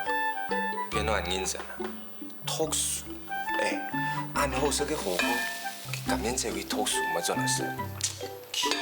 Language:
Hakka Chinese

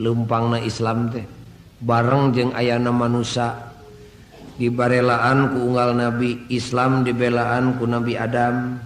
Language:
Sundanese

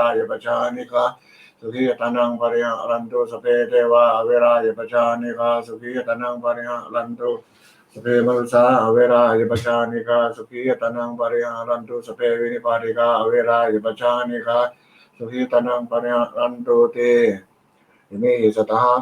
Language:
Pali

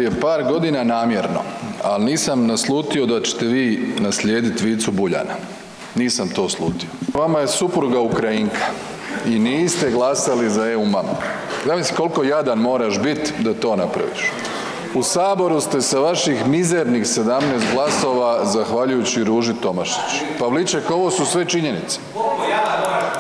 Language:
Croatian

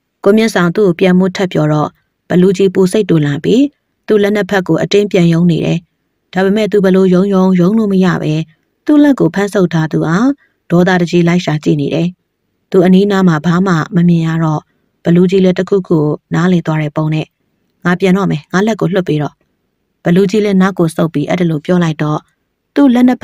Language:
Burmese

